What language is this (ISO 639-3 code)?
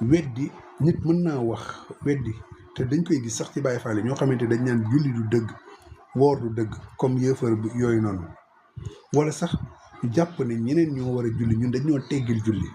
wol